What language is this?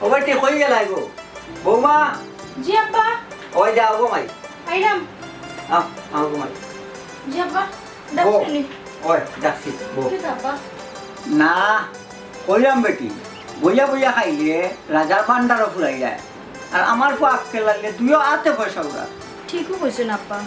Sylheti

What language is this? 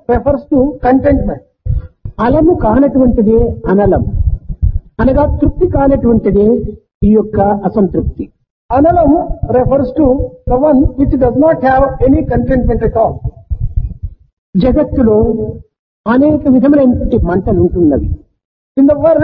Telugu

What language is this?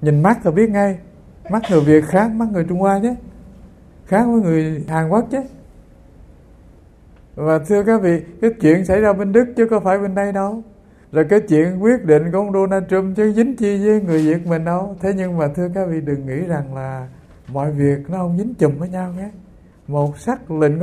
Vietnamese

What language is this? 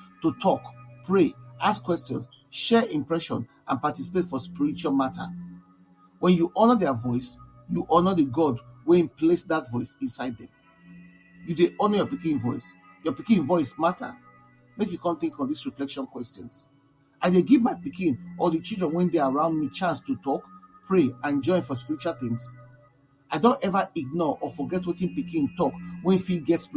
Nigerian Pidgin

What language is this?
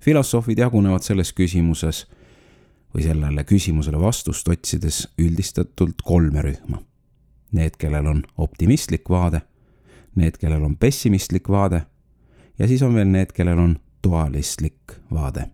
Estonian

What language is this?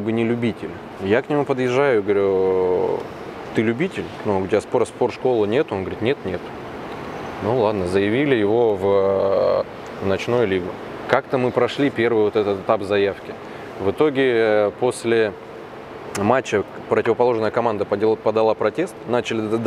Russian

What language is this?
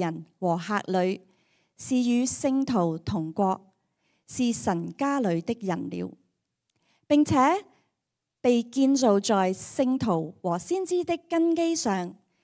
Cantonese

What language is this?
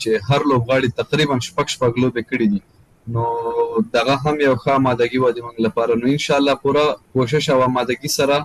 Pashto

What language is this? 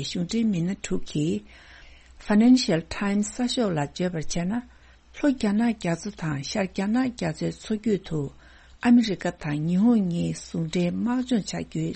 Tibetan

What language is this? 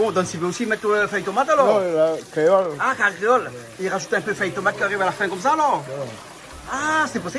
Réunion Creole French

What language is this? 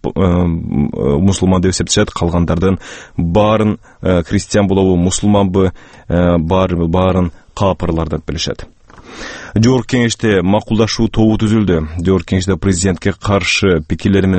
Kyrgyz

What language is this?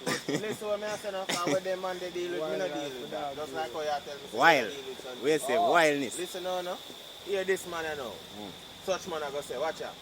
Jamaican Creole English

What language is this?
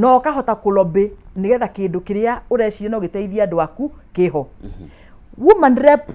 Kikuyu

